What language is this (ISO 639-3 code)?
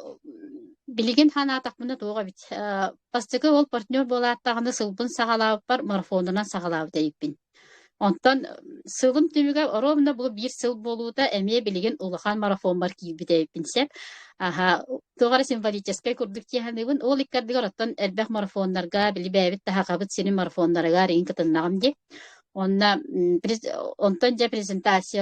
sah